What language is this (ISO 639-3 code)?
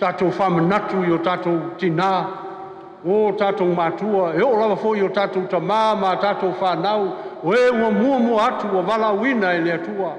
smo